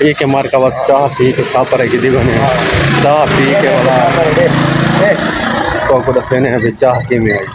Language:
Saraiki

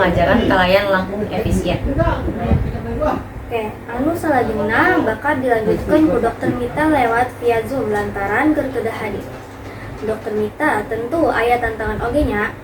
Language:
Sundanese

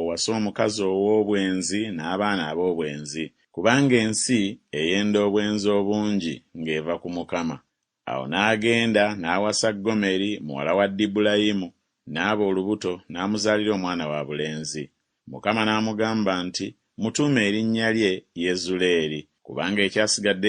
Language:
Ganda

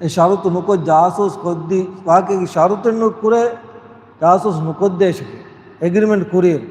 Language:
Divehi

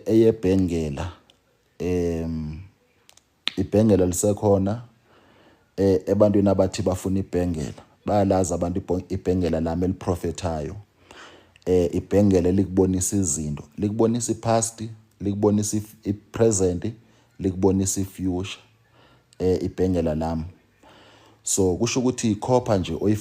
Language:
Zulu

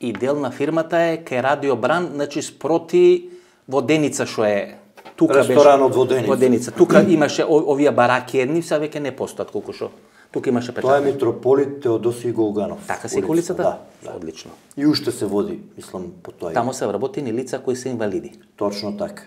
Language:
Macedonian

